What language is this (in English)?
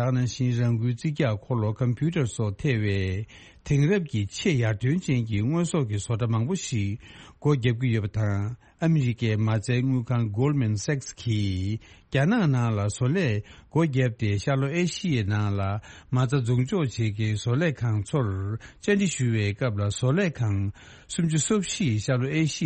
Tibetan